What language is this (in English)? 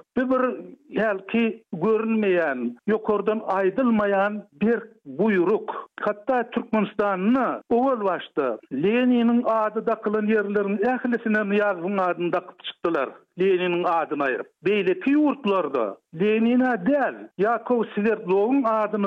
Turkmen